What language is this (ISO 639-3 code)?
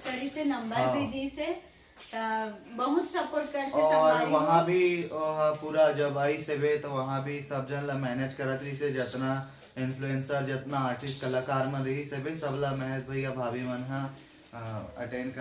hne